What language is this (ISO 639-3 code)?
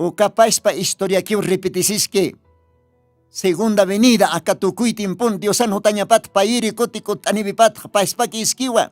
aym